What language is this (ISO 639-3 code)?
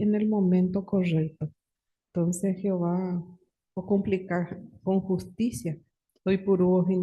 grn